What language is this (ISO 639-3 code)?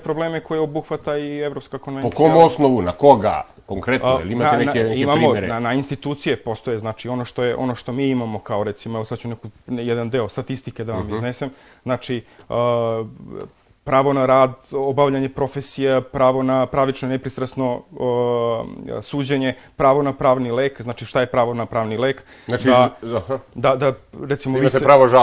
srp